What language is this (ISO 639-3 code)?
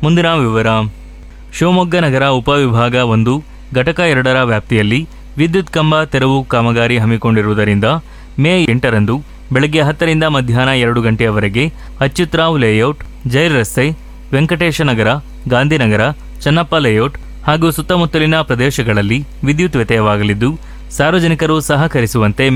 kan